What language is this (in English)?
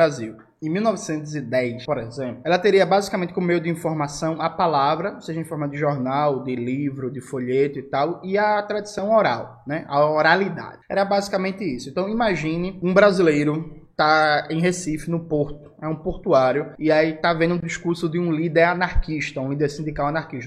Portuguese